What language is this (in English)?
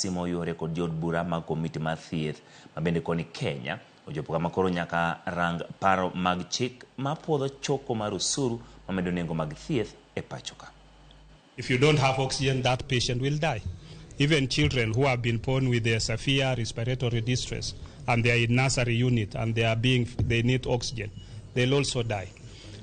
Luo (Kenya and Tanzania)